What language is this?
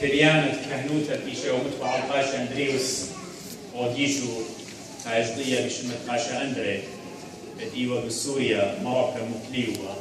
Assyrian Neo-Aramaic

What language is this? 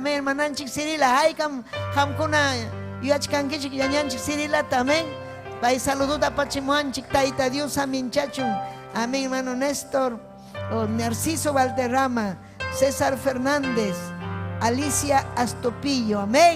Ayacucho Quechua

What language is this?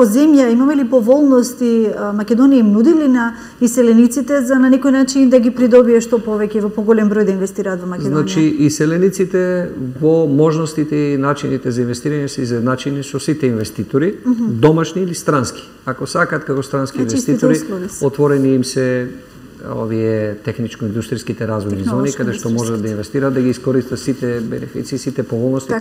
Macedonian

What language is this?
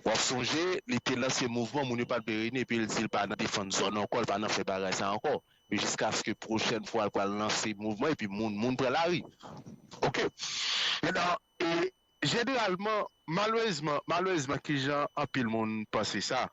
Haitian Creole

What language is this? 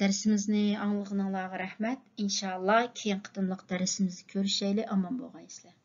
Uyghur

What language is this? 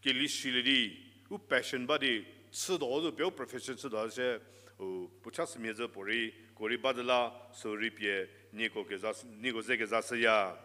Angami Naga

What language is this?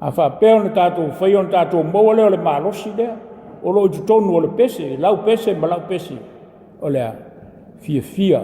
Samoan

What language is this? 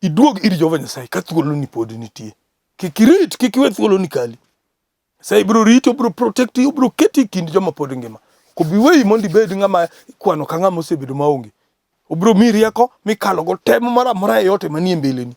Luo (Kenya and Tanzania)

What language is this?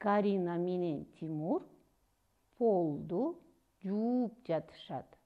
Kyrgyz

